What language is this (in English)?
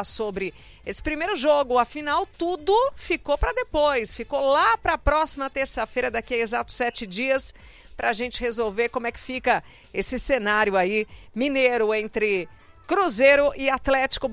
Portuguese